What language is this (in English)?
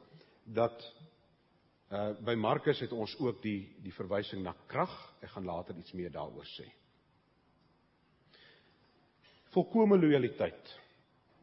Afrikaans